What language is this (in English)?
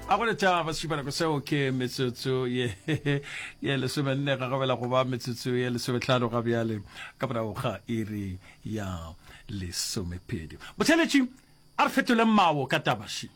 Northern Sotho